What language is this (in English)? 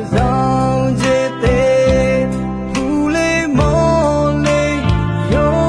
Akha